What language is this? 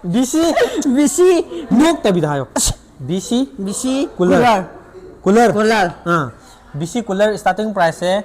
Manipuri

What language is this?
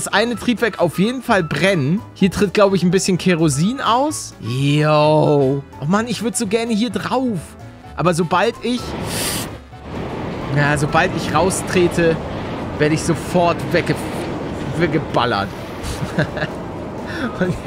German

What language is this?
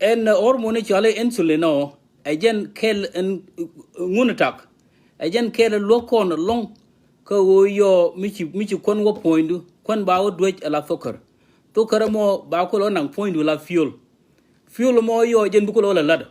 Nuer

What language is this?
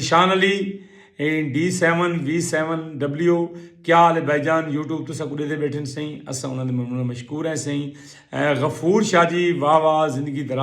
Saraiki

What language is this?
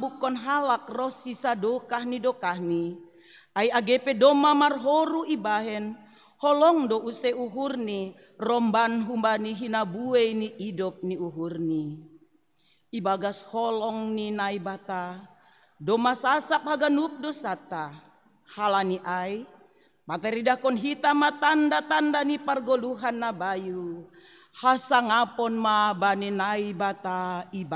Batak Simalungun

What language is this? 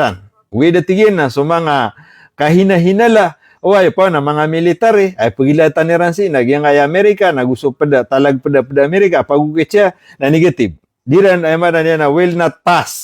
Maranao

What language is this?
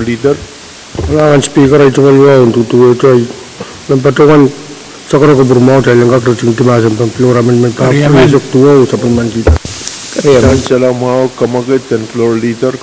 Pohnpeian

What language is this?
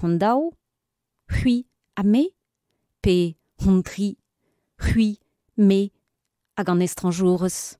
Breton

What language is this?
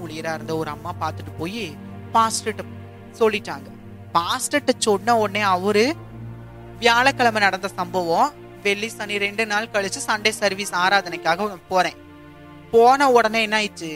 Tamil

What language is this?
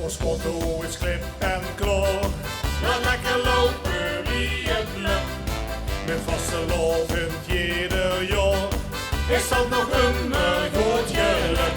Limburgish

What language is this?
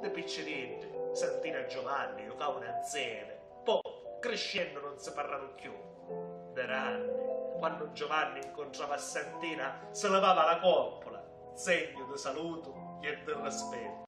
Sicilian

